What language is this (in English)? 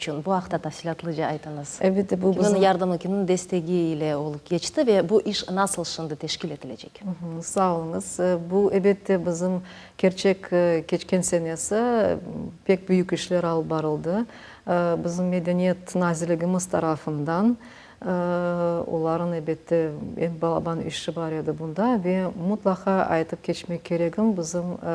Crimean Tatar